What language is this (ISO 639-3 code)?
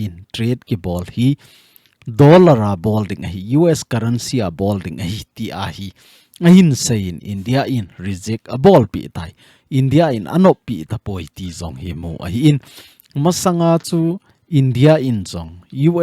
tcz